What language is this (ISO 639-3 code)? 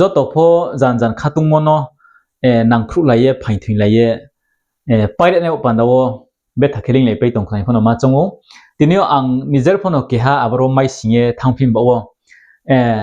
ria